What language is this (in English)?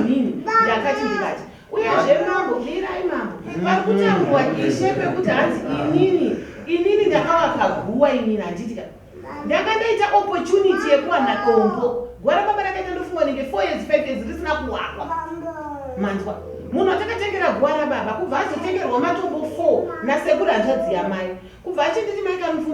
Shona